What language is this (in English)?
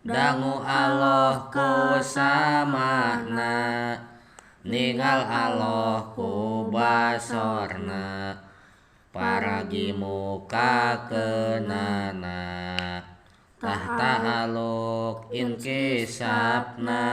Sundanese